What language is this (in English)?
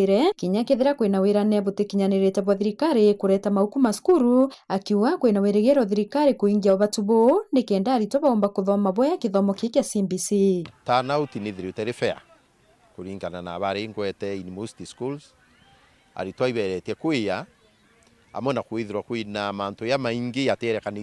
Meru